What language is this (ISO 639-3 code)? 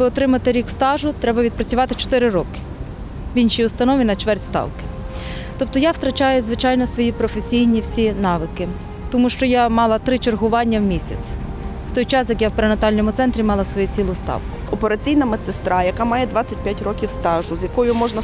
ukr